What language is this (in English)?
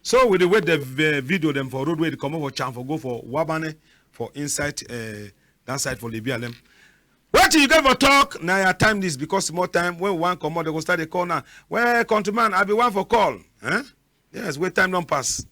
Cameroon Pidgin